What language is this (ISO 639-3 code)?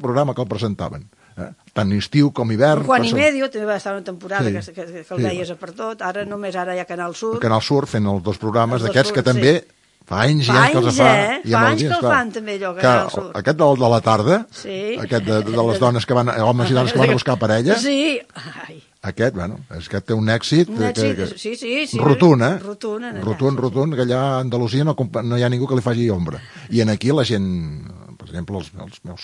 cat